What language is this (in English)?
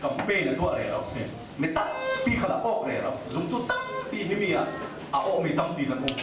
Falam Chin